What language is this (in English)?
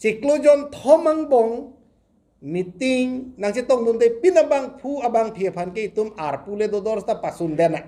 Karbi